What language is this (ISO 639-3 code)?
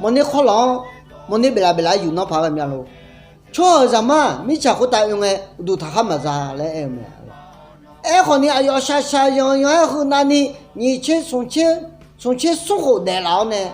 ahk